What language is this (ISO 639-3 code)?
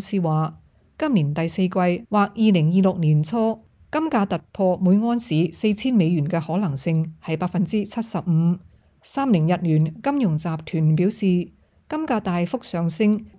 yue